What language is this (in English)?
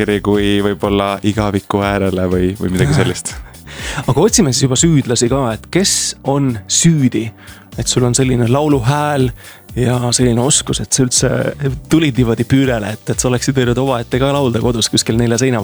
Estonian